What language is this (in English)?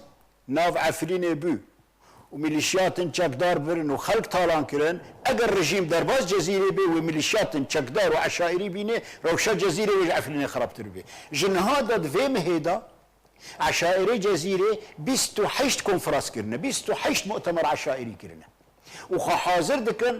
Kurdish